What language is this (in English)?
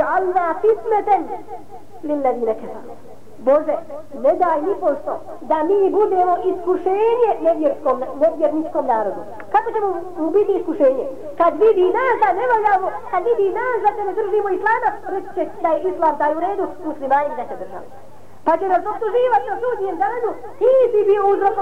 Bosnian